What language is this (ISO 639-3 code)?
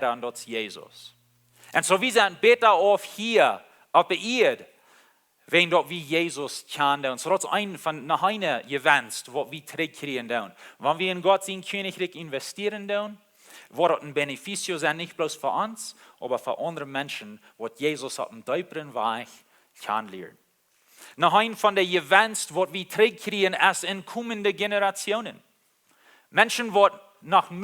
pdt